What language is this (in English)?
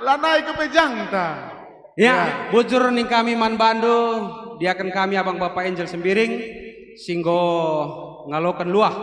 Batak Karo